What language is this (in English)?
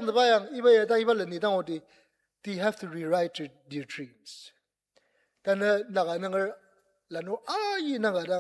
Ao Naga